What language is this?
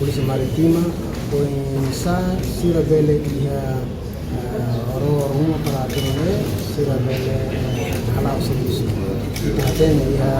Tetum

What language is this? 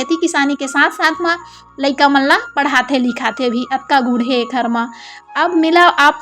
Chhattisgarhi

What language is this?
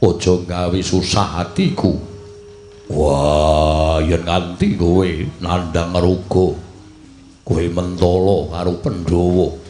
Javanese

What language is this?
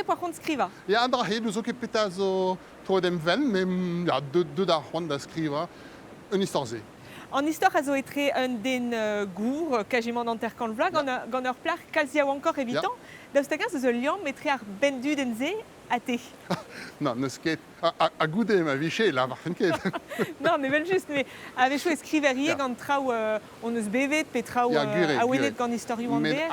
Breton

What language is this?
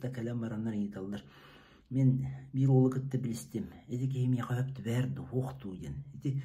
Yakut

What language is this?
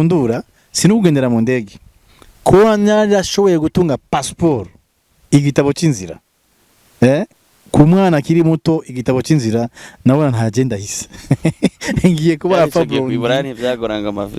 Rundi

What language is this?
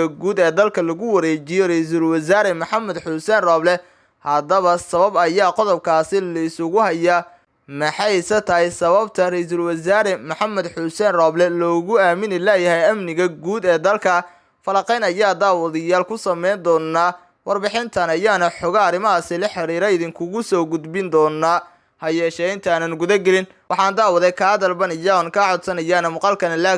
Somali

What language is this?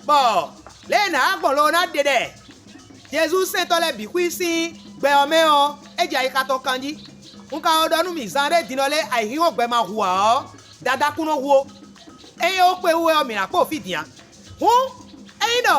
Fon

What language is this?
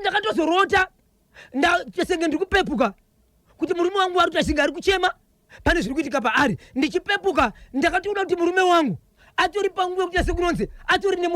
Shona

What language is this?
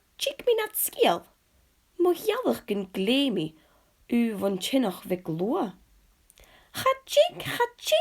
Scottish Gaelic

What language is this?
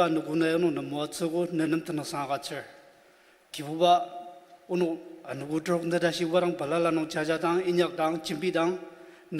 Ao Naga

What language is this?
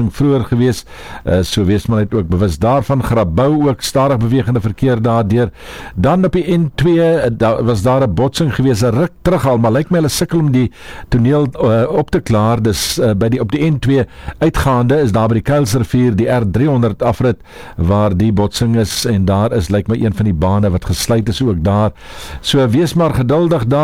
Afrikaans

